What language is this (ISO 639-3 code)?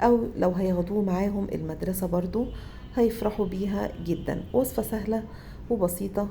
arz